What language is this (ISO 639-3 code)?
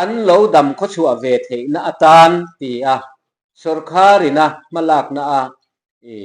lus